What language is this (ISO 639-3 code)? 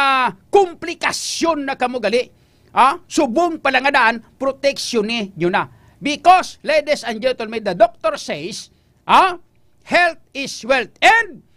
hil